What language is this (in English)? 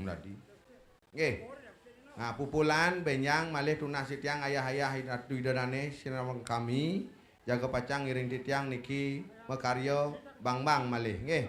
Balinese